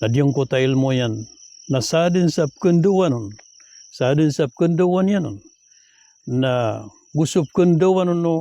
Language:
Maranao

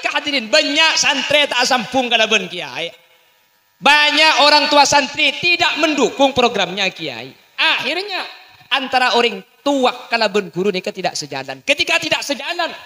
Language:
Madurese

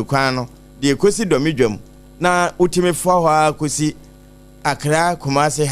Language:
Akan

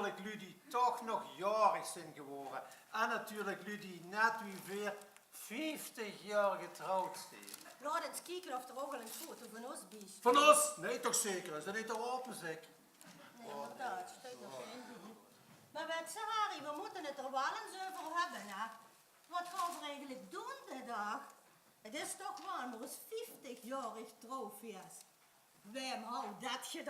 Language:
Limburgish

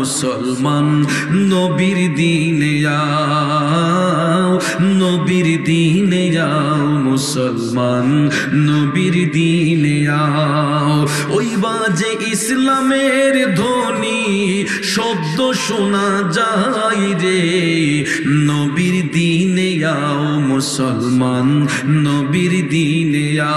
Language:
Bangla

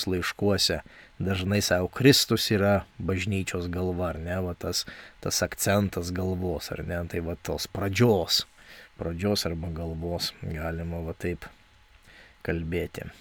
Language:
Lithuanian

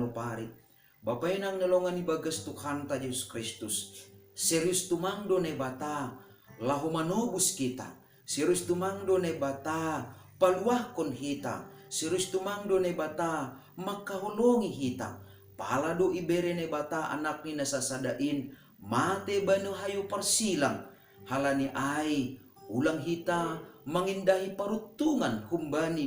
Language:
Batak Simalungun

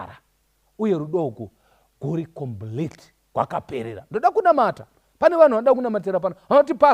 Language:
Shona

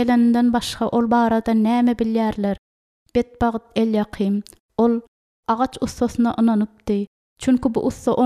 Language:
Turkmen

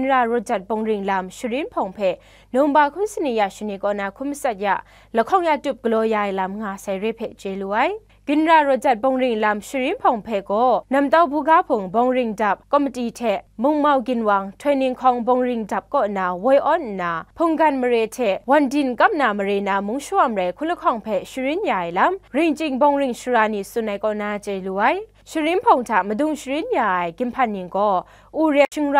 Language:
Kachin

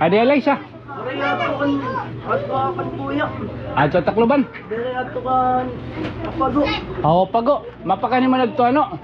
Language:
Waray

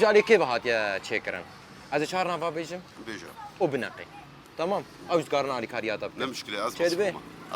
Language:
Kurdish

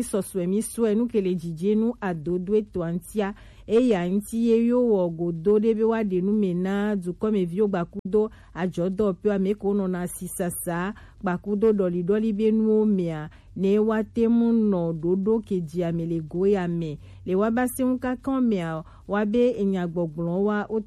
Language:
Gen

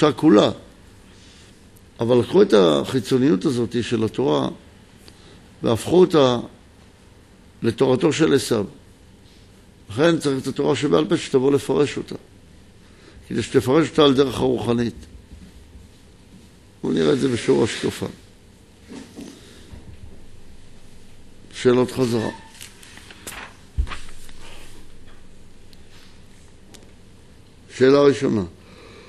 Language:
Hebrew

